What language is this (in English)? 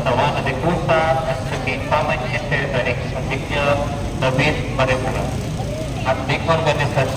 Pampanga